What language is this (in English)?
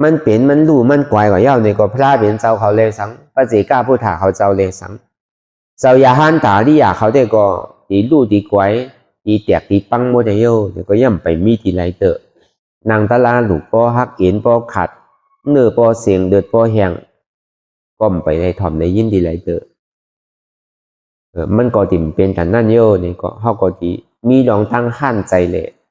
Shan